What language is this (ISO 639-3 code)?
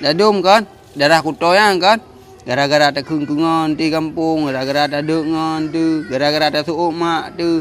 ace